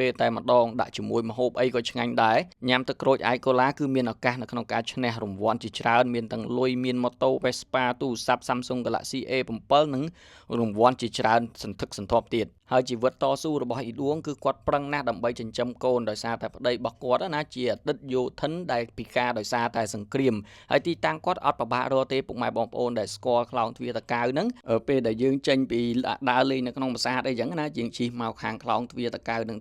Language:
Khmer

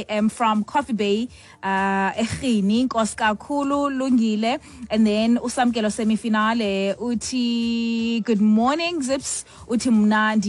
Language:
Xhosa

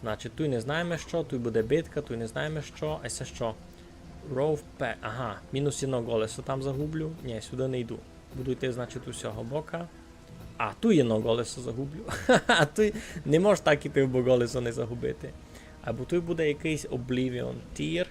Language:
Rusyn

